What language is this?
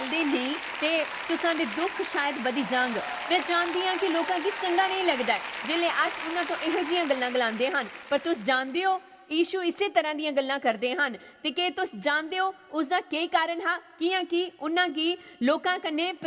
Dogri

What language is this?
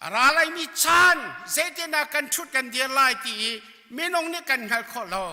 Hakha Chin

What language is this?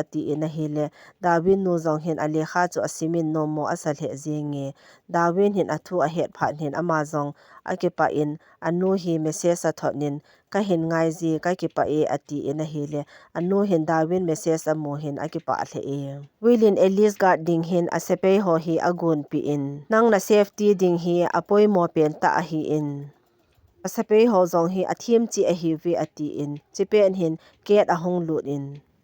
Thado Chin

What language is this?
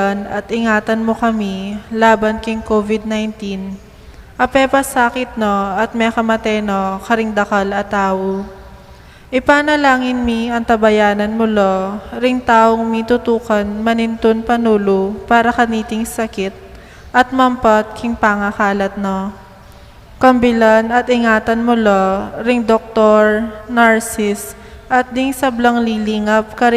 Pampanga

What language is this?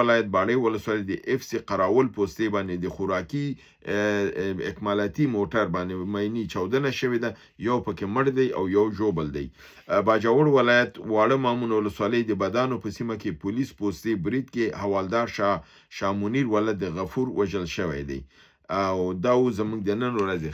Pashto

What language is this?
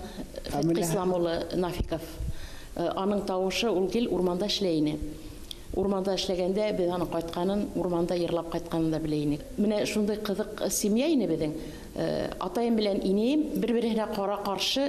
Bashkir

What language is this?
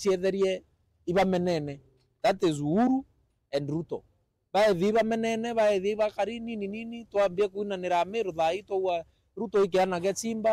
Meru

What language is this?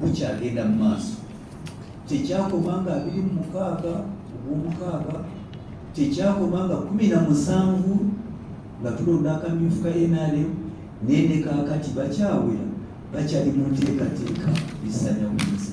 Ganda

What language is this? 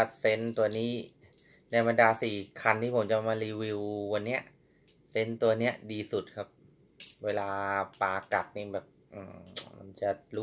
Thai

